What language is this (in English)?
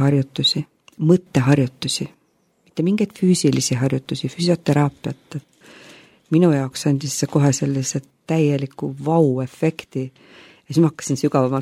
Estonian